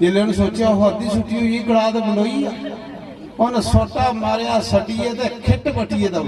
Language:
Dogri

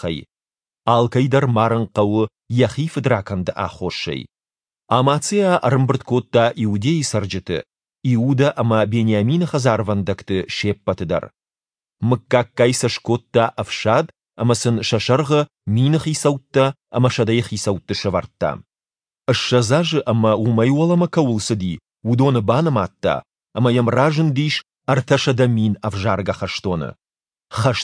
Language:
Ossetic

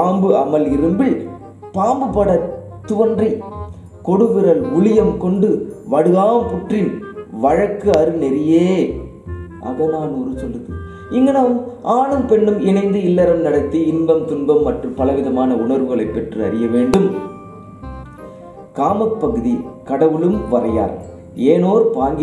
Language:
Tamil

